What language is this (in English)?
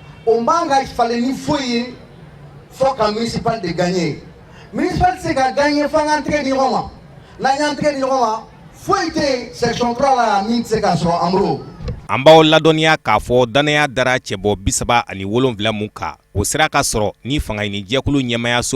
Bambara